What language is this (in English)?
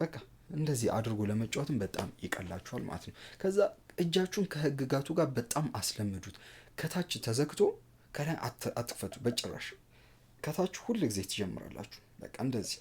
Amharic